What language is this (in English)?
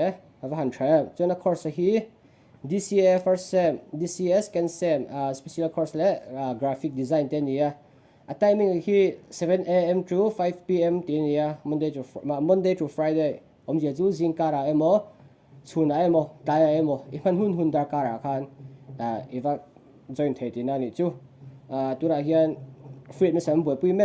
Mizo